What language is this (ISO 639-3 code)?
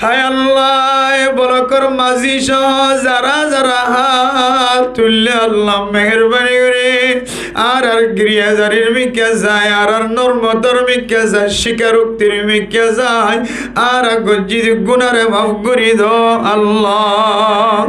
rhg